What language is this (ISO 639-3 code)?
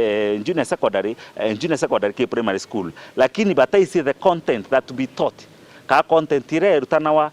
mer